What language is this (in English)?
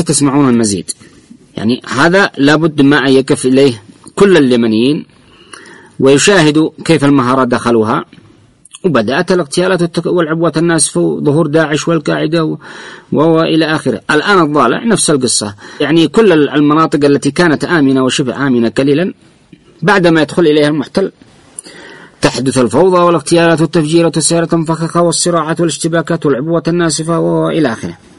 Arabic